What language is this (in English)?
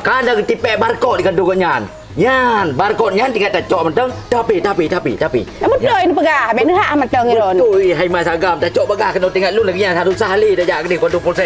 Achinese